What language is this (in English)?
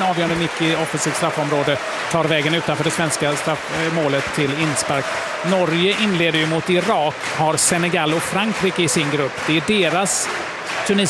Swedish